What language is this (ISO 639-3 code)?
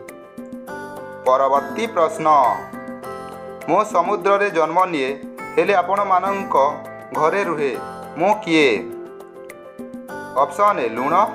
ori